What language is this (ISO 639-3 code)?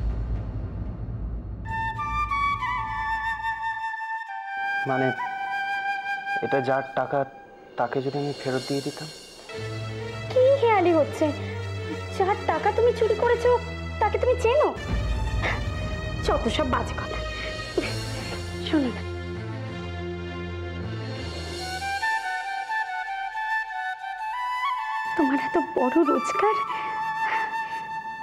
ben